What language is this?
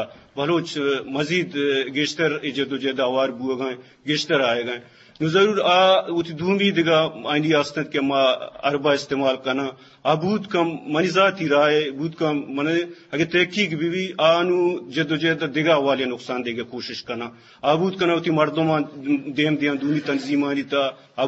Eastern Balochi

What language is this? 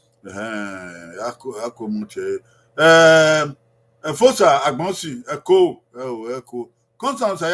Bini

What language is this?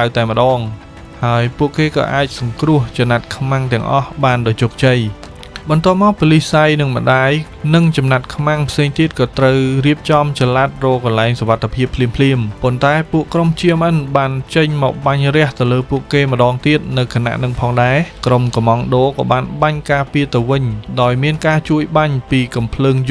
Khmer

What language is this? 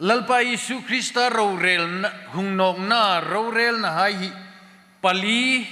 Hmar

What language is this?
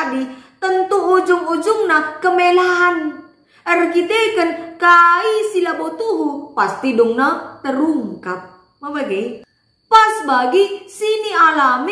Batak Karo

